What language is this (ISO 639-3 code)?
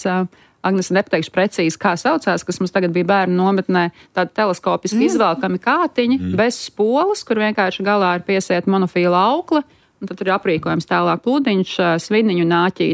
lav